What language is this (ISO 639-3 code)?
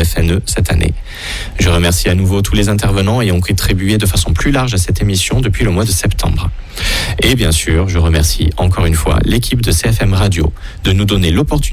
fra